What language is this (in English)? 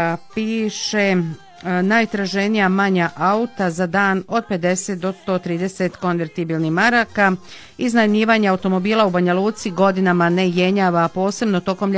Bosnian